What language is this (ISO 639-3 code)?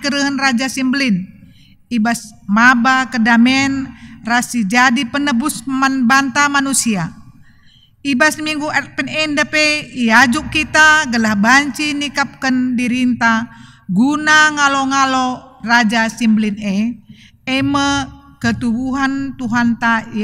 btx